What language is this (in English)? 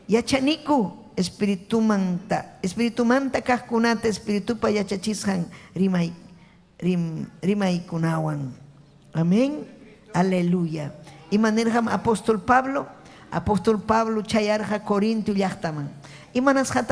Ayacucho Quechua